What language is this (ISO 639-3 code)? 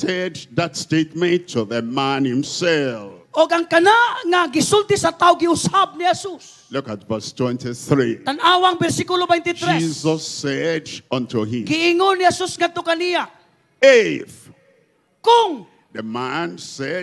ceb